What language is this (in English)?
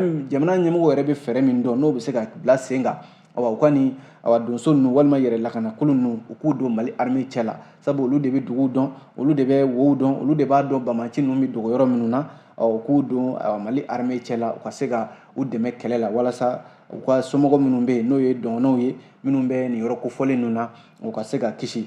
Bambara